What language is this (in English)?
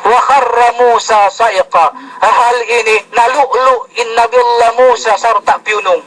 Yakan